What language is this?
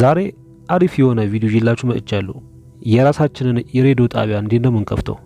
Amharic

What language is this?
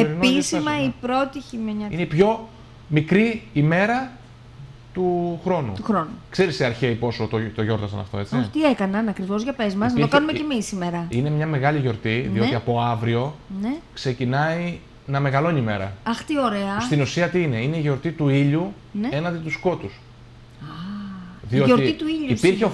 Greek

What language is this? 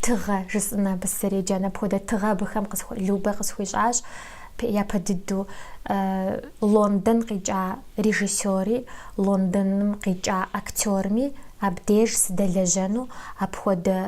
Kabardian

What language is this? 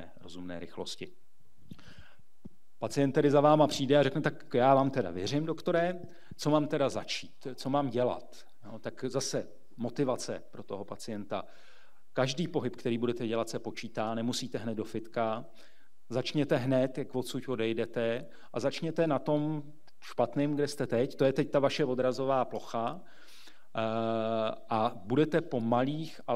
Czech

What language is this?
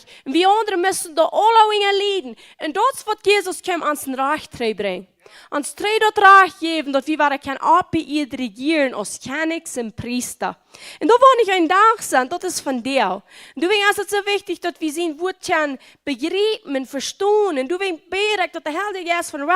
Plautdietsch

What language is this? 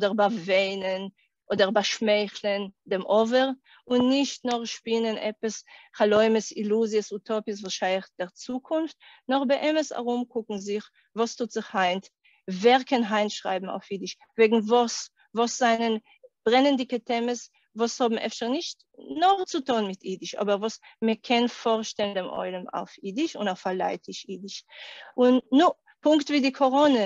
Yiddish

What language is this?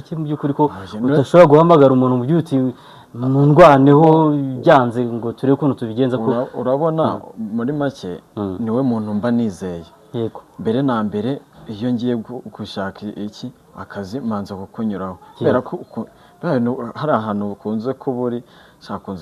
Kinyarwanda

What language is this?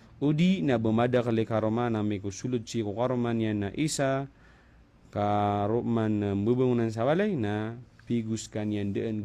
Maranao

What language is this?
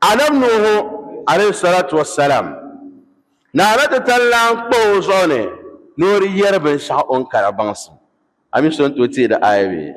Dagbani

